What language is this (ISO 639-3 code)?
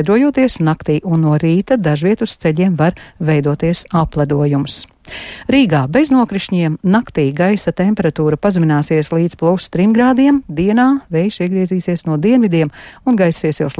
lav